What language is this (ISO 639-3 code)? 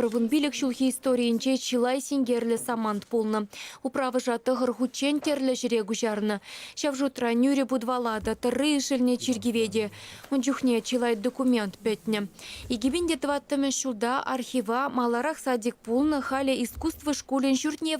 chv